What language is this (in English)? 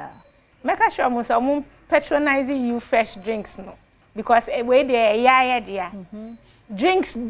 Akan